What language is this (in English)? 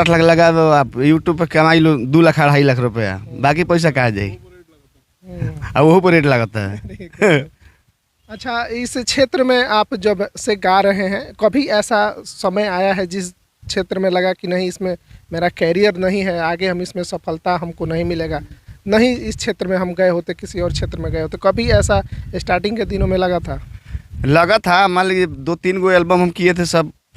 Bhojpuri